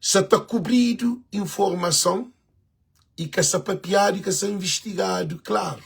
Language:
Kabuverdianu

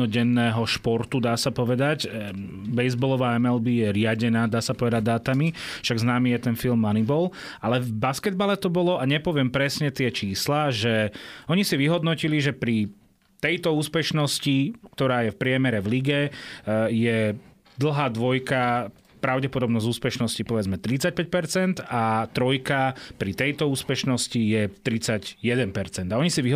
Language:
Slovak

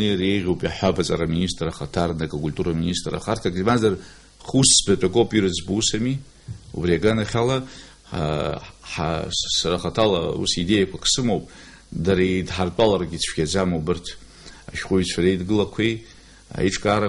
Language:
Abkhazian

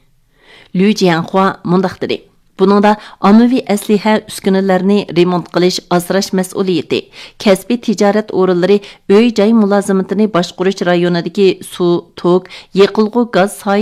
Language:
Uyghur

